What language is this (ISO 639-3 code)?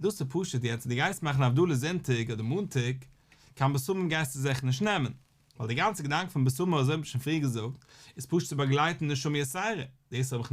yid